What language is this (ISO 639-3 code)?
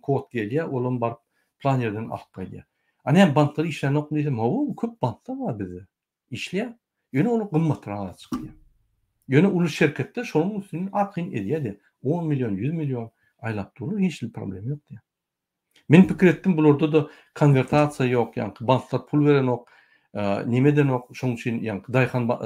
tuk